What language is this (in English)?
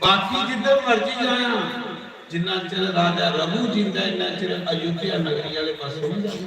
Dogri